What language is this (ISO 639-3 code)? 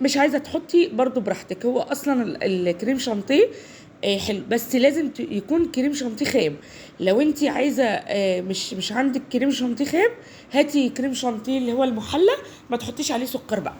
arz